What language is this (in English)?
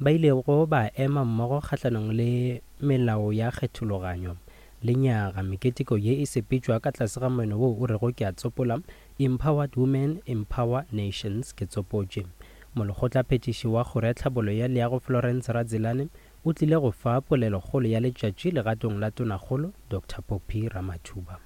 Northern Sotho